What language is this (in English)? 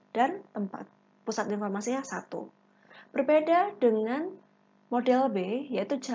Indonesian